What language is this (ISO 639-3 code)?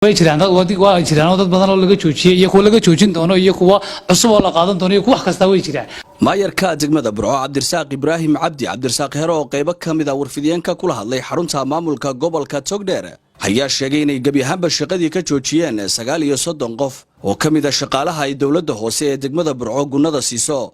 som